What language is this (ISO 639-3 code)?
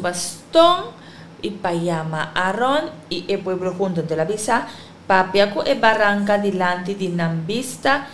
pap